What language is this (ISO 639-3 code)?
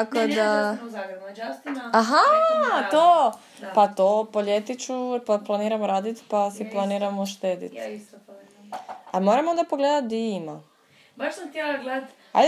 hrv